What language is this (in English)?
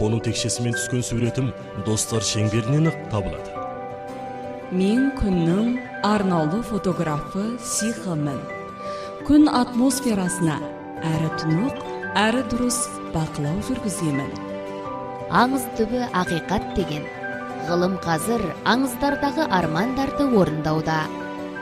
Kazakh